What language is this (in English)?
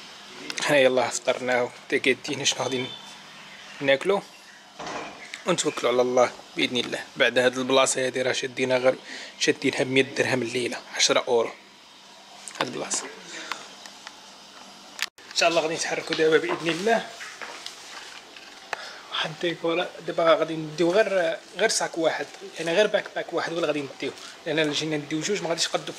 Moroccan Arabic